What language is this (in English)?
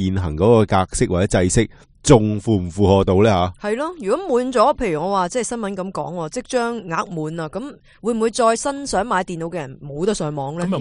Cantonese